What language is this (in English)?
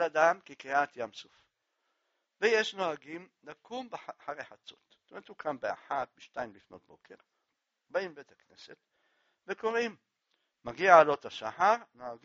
Hebrew